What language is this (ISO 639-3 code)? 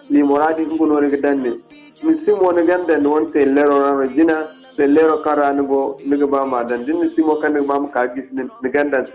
dje